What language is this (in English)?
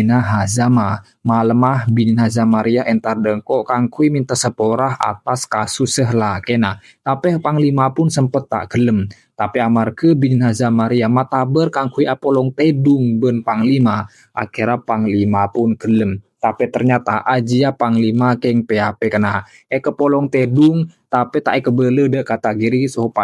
Madurese